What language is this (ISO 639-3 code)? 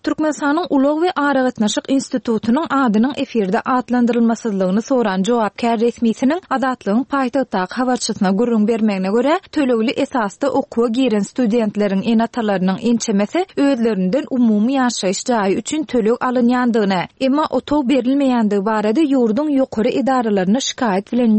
tuk